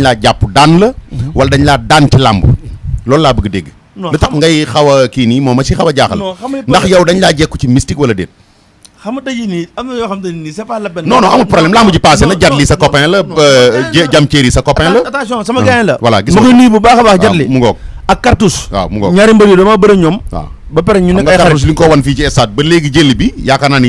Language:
Wolof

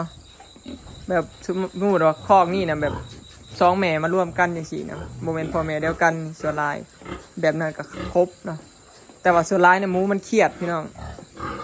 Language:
Lao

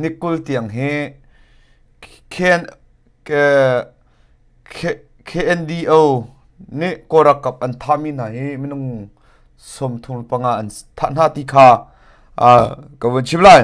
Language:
Hakha Chin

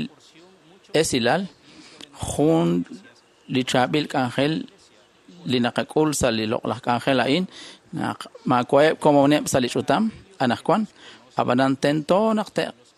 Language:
Kekchí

